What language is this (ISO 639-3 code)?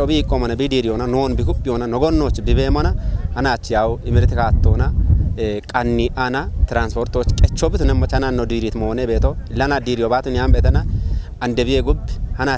kbr